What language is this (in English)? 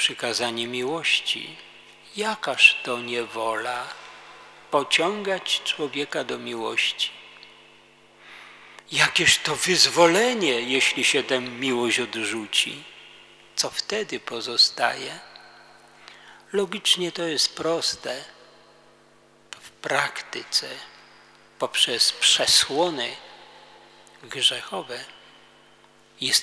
Polish